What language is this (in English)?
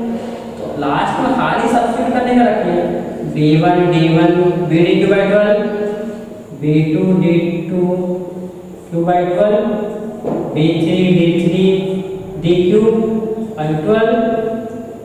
Hindi